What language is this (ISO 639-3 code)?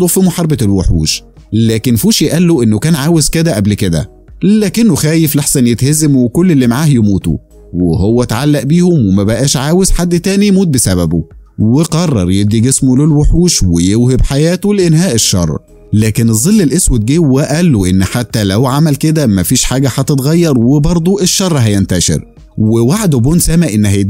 arz